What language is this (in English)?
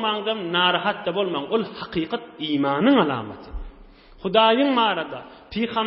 Turkmen